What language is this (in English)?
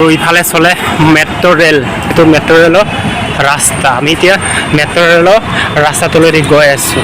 Assamese